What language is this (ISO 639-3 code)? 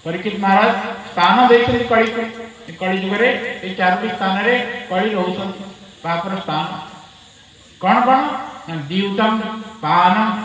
ori